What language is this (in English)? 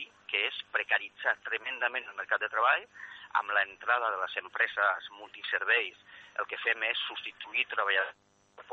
Catalan